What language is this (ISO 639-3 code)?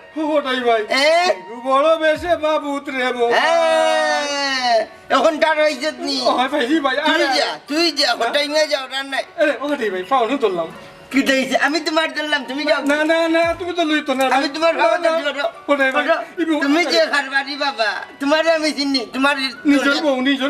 syl